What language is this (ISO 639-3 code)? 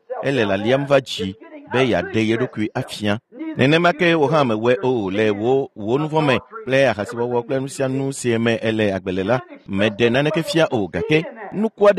ewe